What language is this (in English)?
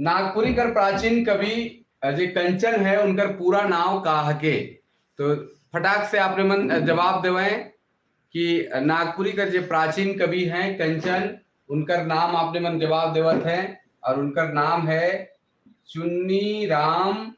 Sadri